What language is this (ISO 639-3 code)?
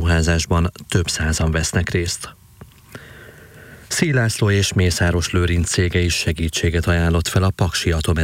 hun